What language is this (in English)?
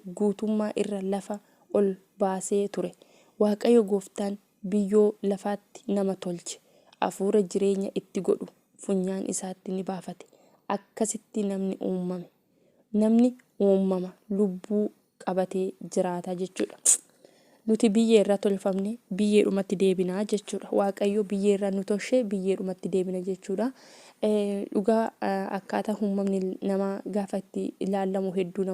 Oromo